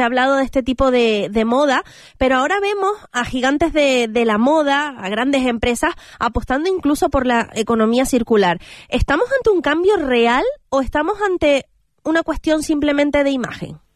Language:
Spanish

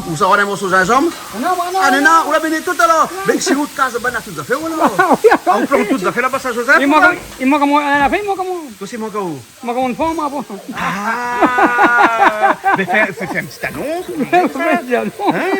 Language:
Réunion Creole French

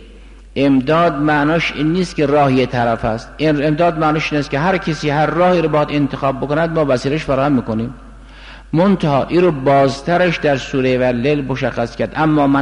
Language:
Persian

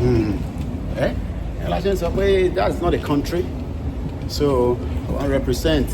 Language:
Yoruba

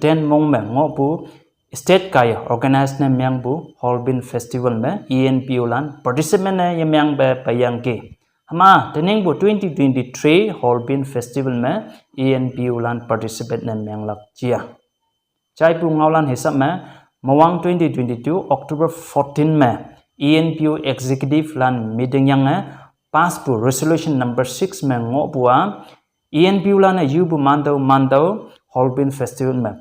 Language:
Konyak Naga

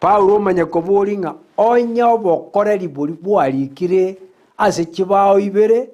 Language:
Gusii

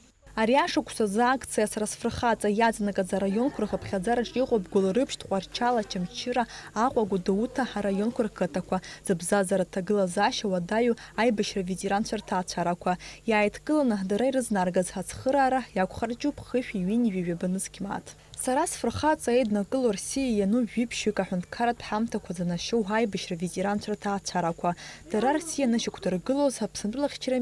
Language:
Abkhazian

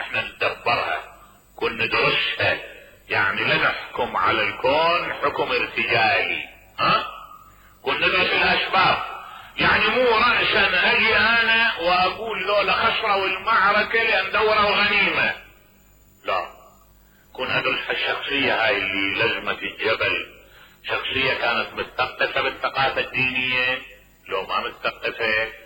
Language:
Mesopotamian Arabic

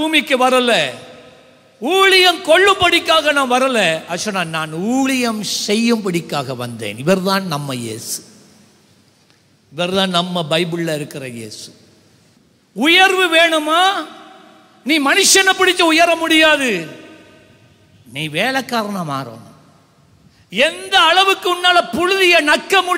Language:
Tamil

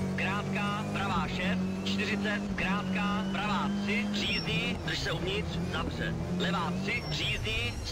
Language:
Czech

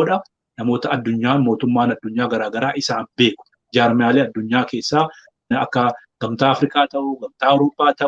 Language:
Oromo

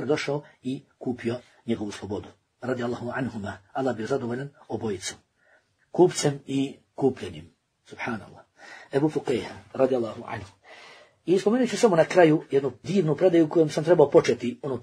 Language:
Bosnian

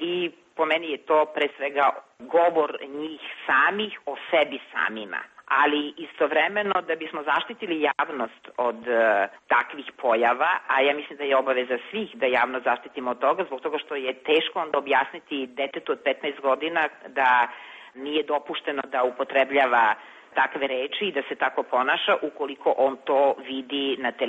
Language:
Serbian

